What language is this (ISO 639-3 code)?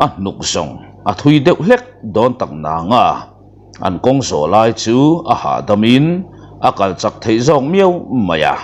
lus